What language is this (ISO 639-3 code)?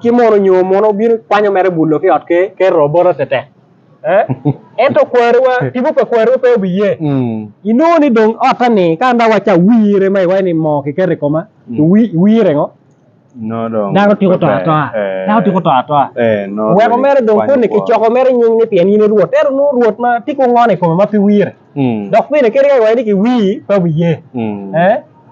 ach